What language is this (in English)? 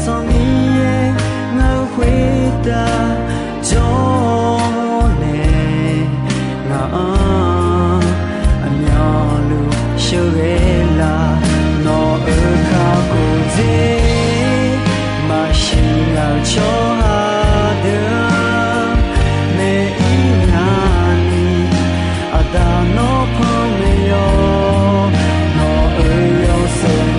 Akha